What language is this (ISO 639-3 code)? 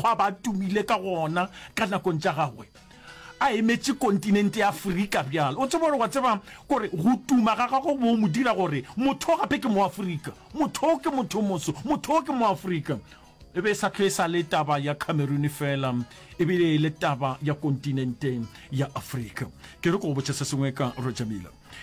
nso